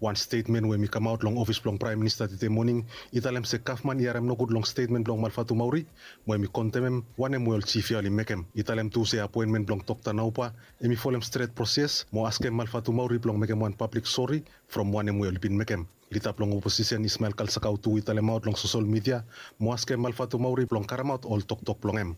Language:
Bislama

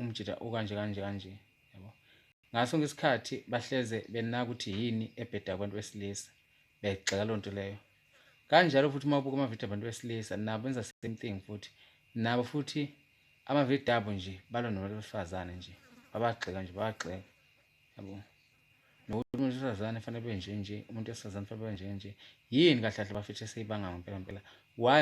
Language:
Zulu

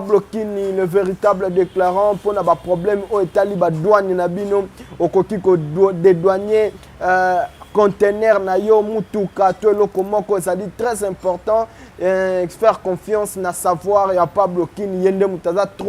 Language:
Lingala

